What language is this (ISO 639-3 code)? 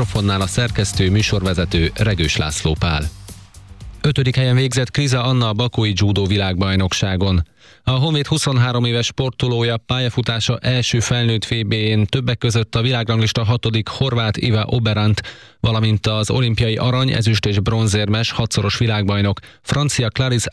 hun